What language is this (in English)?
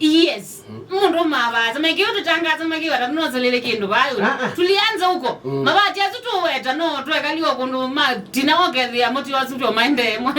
Kamba